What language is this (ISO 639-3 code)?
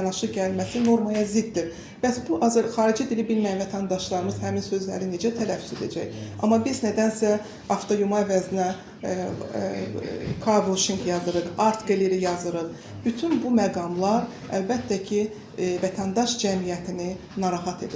aze